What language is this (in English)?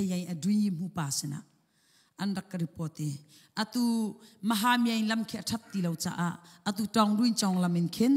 Hakha Chin